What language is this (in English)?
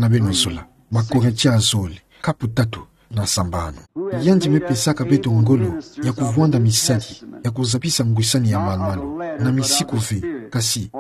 Kituba (Democratic Republic of Congo)